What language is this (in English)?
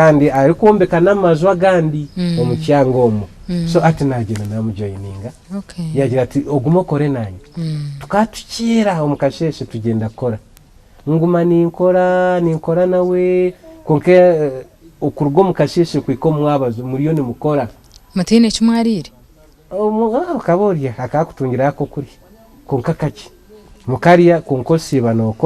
Nyankole